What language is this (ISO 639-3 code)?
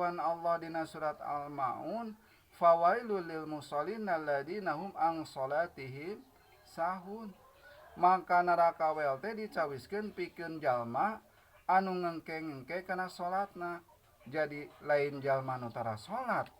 sun